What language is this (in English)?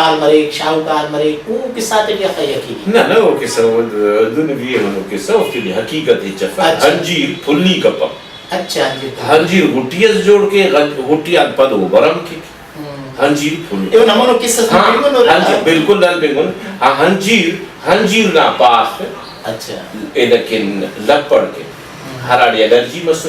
Brahui